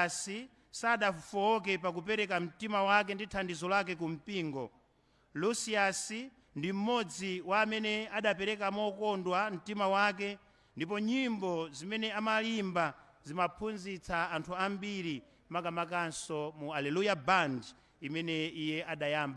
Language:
Nyanja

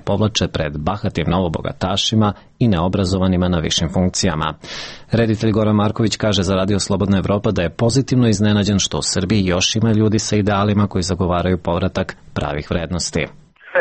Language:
Serbian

